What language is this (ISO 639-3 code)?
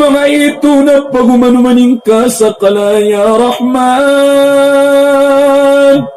mrw